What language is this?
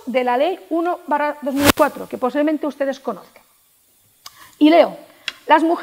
Spanish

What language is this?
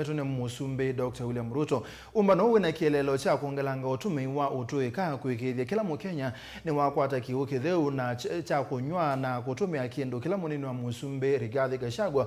Kamba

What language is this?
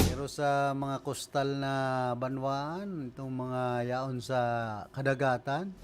Bikol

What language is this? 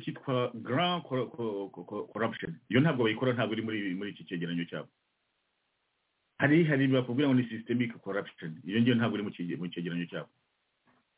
Kinyarwanda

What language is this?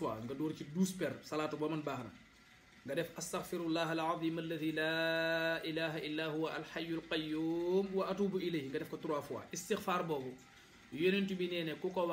Wolof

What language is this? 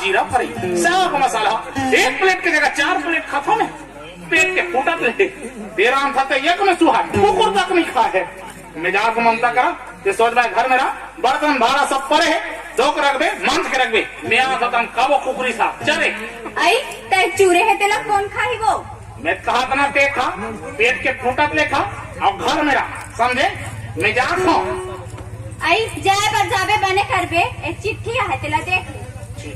Chhattisgarhi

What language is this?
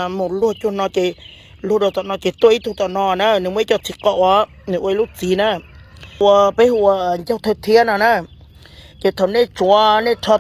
Hmong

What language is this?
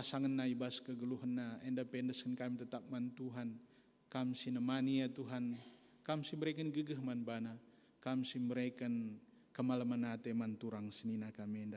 Batak Karo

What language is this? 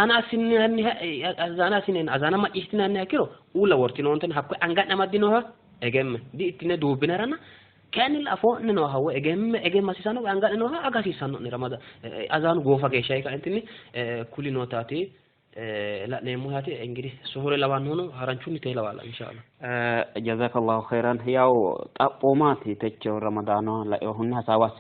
Sidamo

